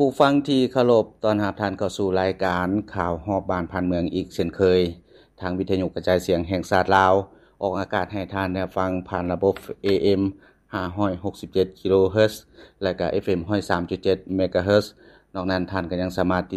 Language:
Lao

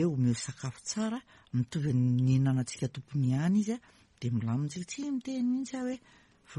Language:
Malagasy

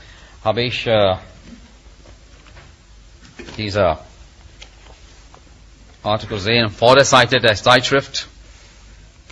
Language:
German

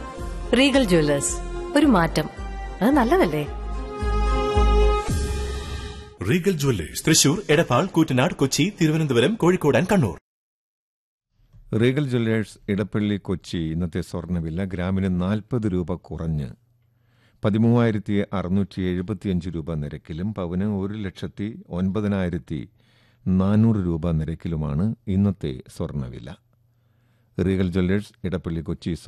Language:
Malayalam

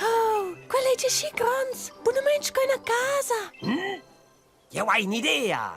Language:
Romansh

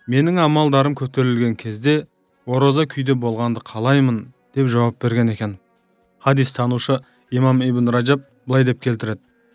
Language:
Kazakh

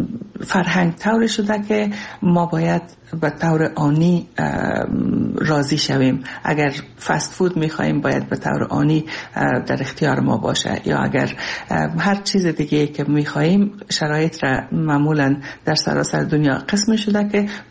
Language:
Persian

